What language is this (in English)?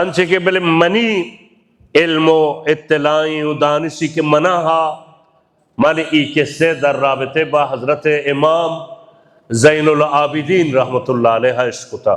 Baluchi